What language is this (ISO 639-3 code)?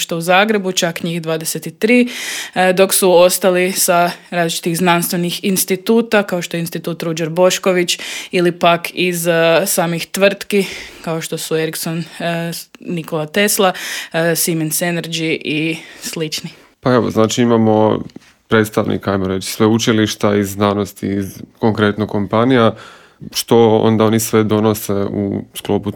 hrv